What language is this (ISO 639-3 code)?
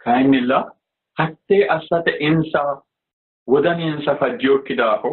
sid